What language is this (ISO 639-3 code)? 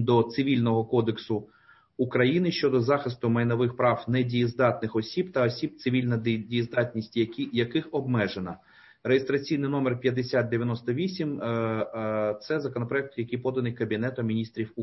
ukr